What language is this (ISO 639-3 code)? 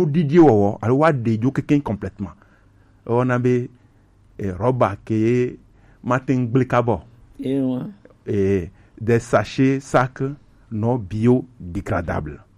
gej